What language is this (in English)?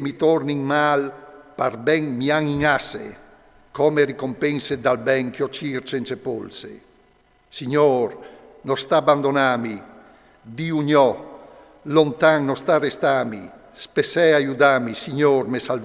Friulian